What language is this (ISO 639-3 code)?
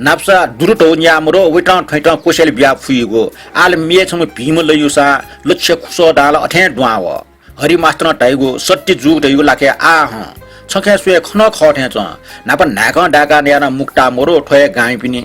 new